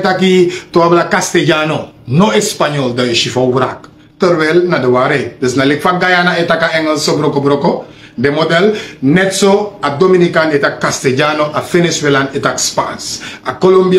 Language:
Sranan Tongo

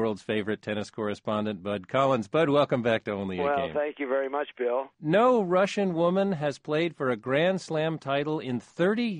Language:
English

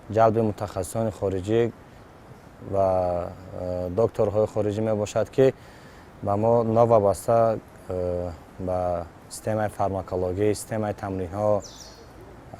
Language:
Tajik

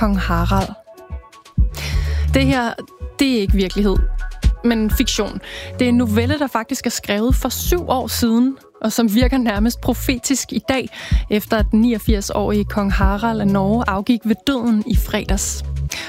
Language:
Danish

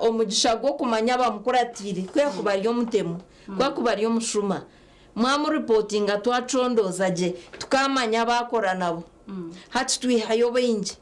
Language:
Nyankole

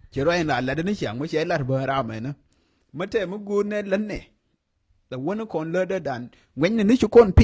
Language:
Nuer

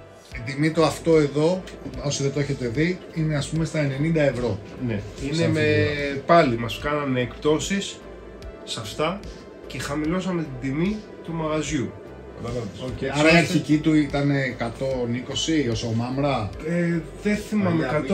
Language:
Greek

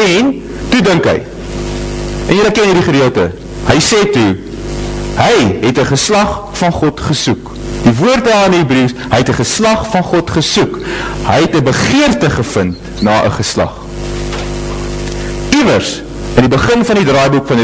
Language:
Afrikaans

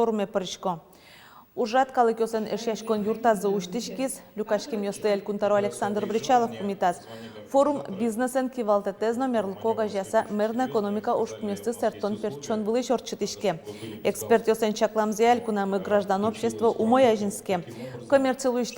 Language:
Udmurt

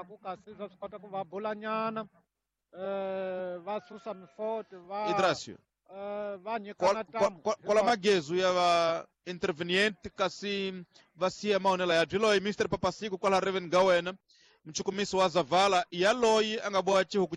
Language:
Tsonga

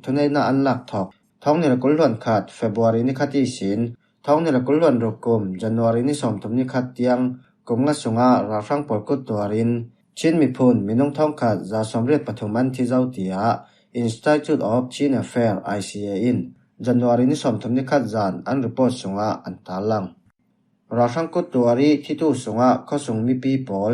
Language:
Falam Chin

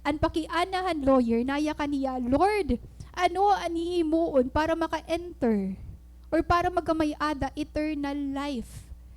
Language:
Waray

